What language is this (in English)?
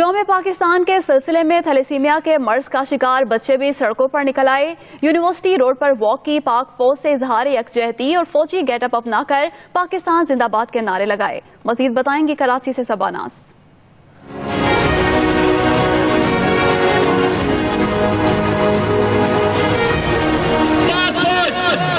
Urdu